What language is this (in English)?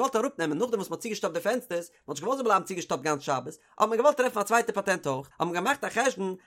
Yiddish